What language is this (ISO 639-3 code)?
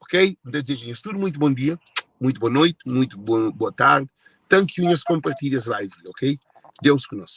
kea